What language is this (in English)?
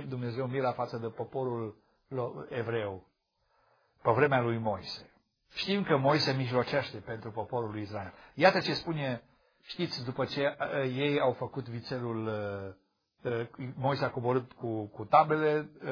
Romanian